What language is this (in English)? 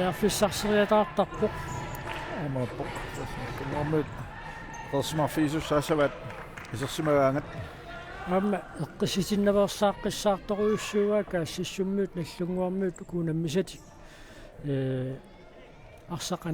Kalaallisut